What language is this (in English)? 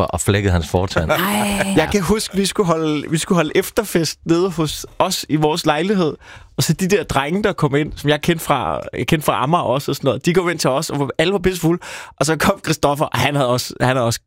Danish